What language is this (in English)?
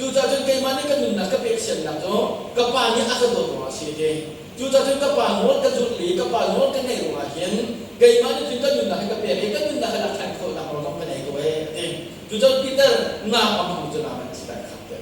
Hakha Chin